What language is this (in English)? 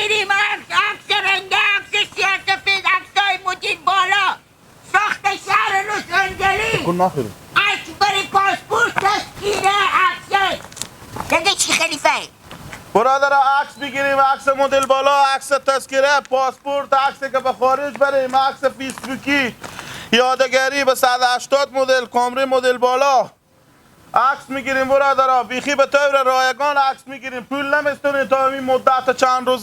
Hazaragi